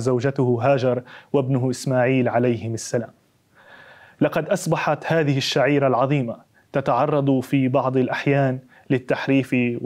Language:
Arabic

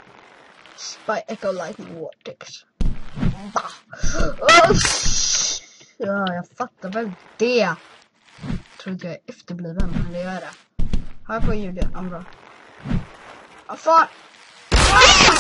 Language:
Swedish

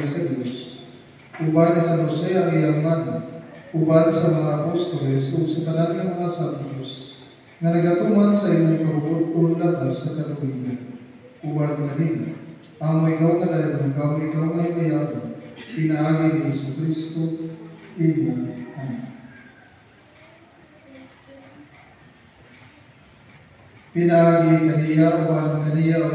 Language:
Cebuano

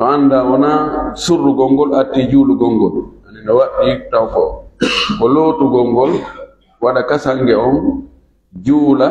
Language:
Pular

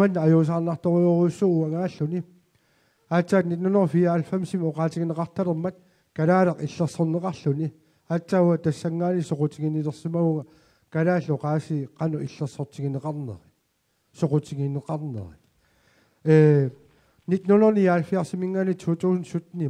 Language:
Kalaallisut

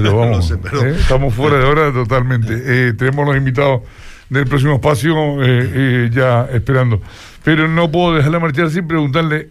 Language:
Spanish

